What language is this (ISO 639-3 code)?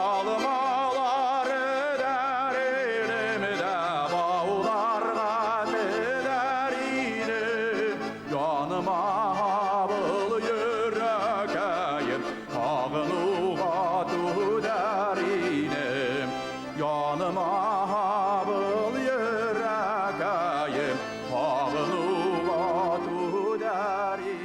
bak